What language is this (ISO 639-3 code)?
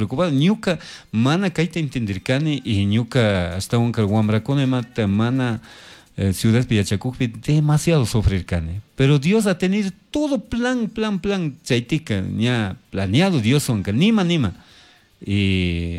qug